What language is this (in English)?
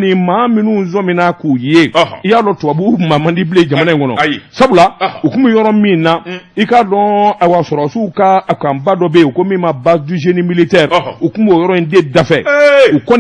Bambara